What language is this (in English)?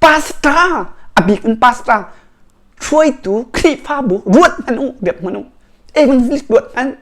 Hakha Chin